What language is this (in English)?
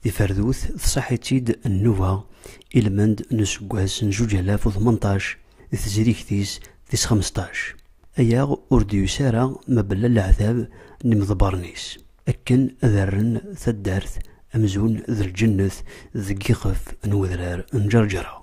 Kabyle